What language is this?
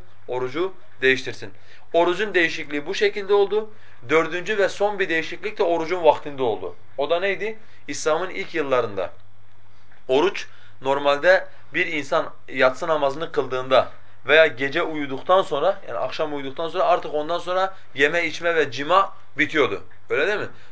Turkish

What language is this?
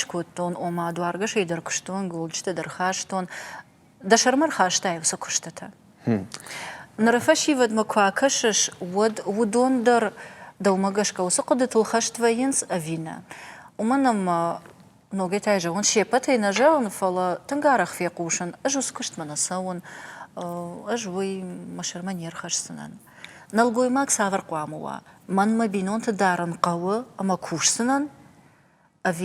Ossetic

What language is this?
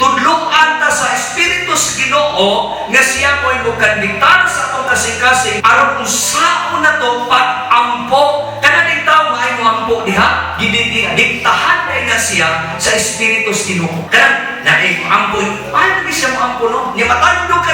Cebuano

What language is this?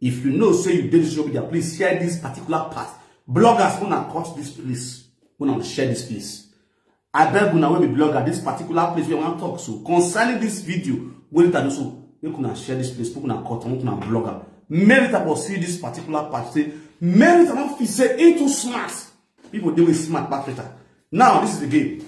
Nigerian Pidgin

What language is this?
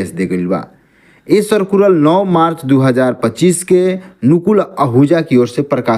Bhojpuri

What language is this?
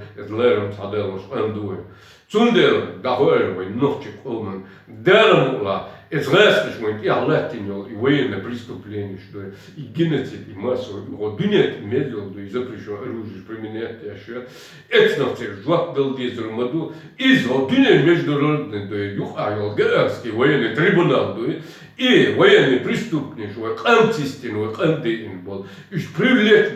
Chechen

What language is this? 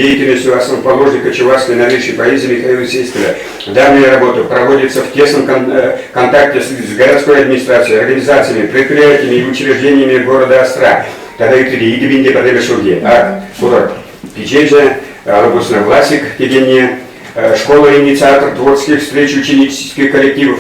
Chuvash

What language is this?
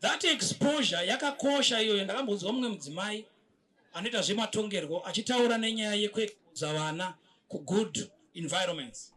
Shona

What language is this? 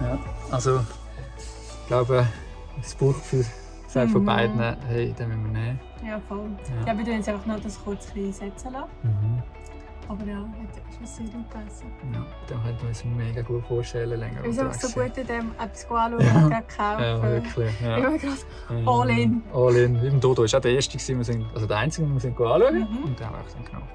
Swiss German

